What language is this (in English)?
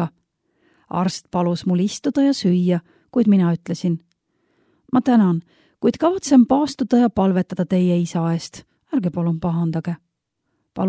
Estonian